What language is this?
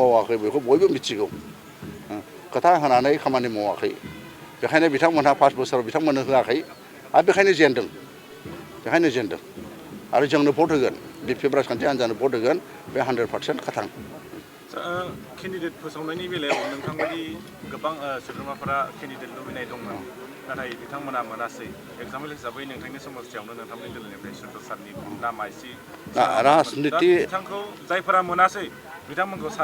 Bodo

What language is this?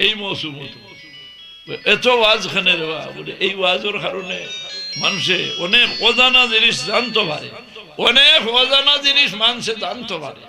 Sylheti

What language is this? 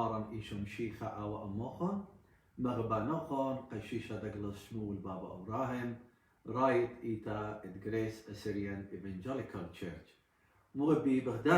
Assyrian Neo-Aramaic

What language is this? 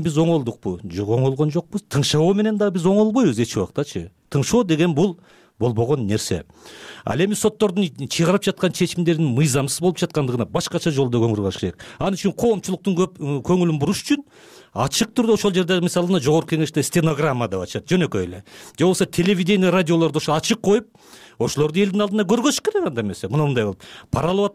Kyrgyz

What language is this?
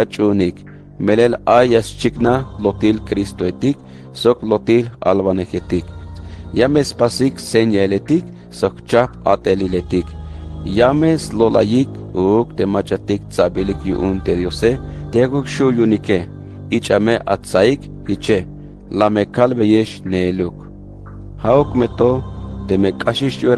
Tzeltal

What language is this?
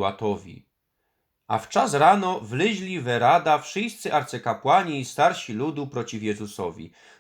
Silesian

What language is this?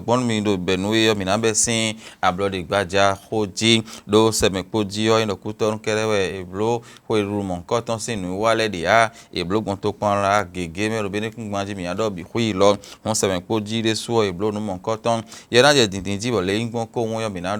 Fon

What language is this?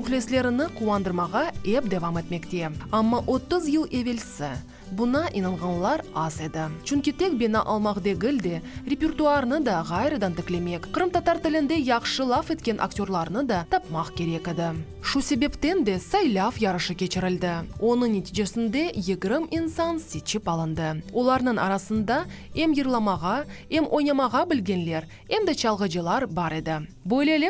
Crimean Tatar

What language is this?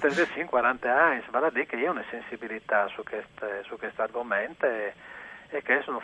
Friulian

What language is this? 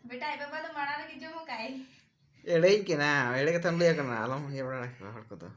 Santali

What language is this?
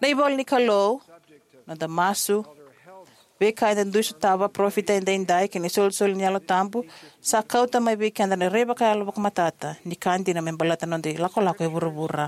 Fijian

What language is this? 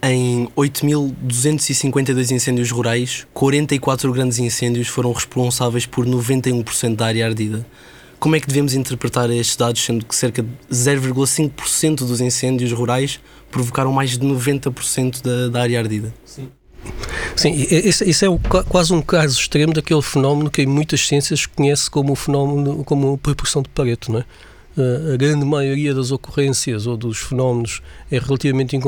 Portuguese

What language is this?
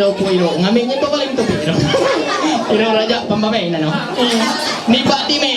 Ma'anyan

